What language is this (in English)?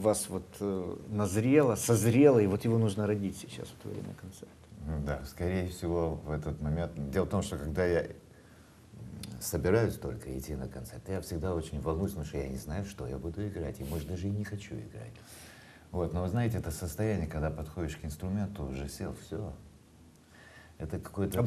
Russian